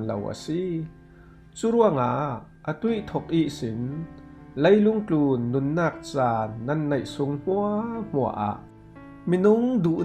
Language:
Falam Chin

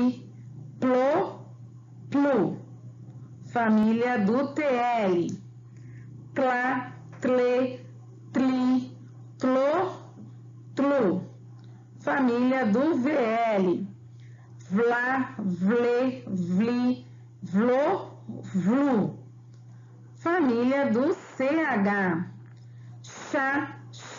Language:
Portuguese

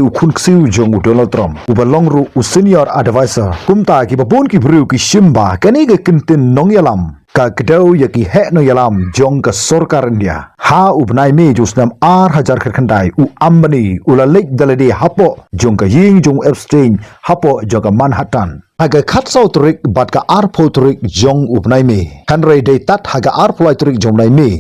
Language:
Khasi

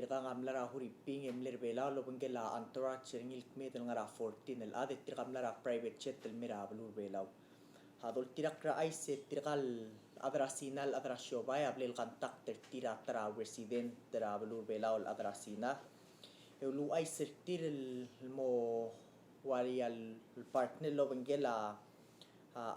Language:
Palauan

